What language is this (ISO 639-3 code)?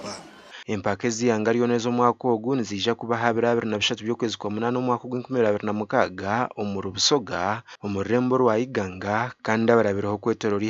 nyn